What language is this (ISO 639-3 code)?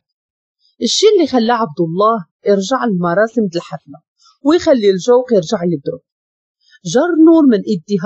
ary